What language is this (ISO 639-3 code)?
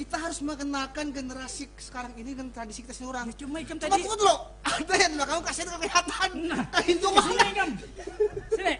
bjn